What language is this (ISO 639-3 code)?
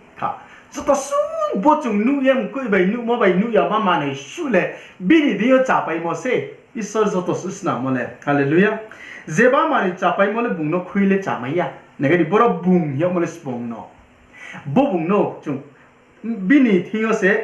ria